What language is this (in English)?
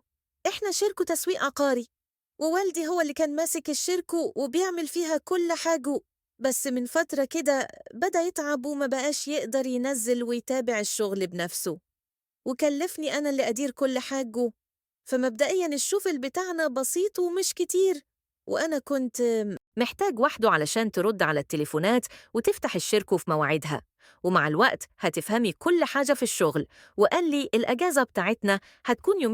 Egyptian Arabic